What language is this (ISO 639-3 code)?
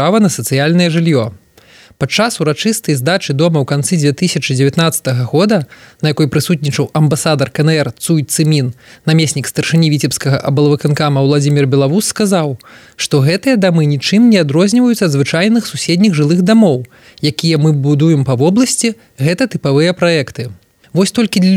bel